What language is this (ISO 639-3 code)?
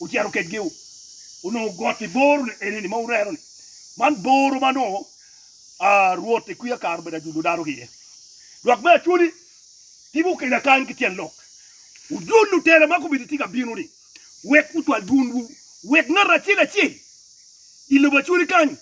ach